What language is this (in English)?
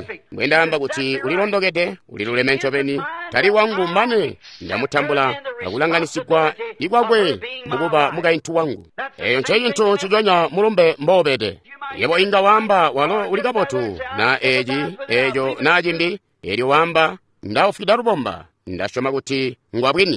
Tonga (Zambia)